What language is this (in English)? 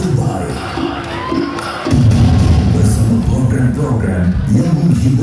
Malay